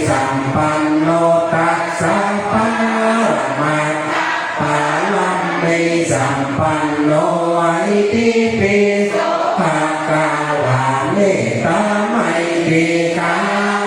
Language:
Pali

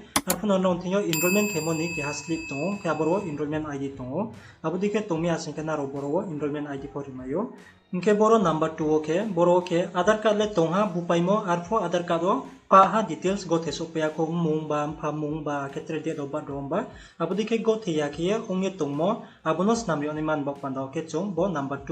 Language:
Riang (India)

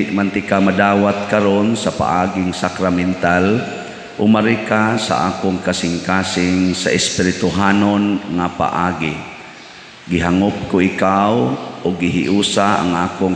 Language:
Cebuano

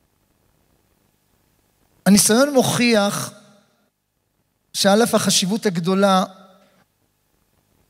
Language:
Hebrew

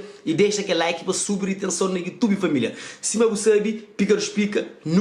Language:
Kabuverdianu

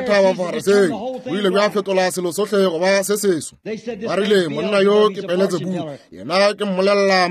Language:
Northern Sotho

